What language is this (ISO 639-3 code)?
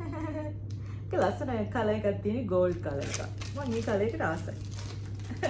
sin